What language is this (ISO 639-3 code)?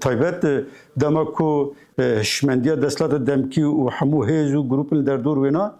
kur